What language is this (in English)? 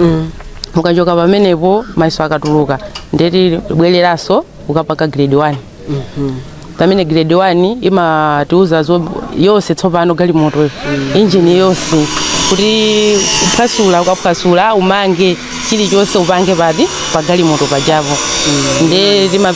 Nyanja